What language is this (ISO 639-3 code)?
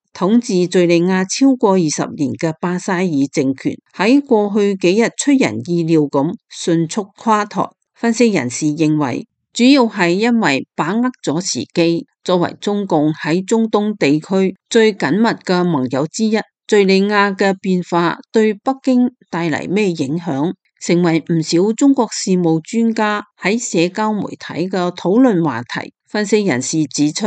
yue